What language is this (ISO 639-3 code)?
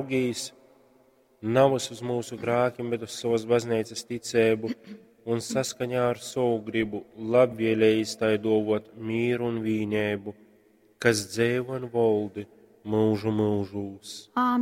ltg